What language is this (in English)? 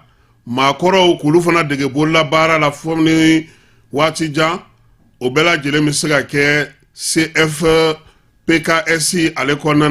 Bambara